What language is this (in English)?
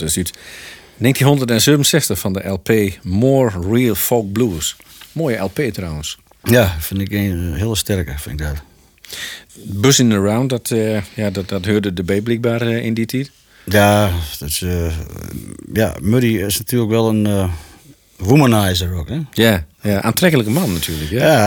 Dutch